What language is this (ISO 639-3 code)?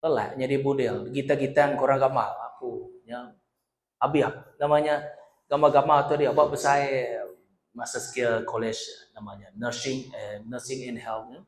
iba